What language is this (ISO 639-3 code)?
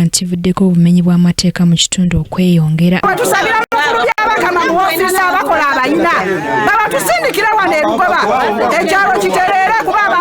lug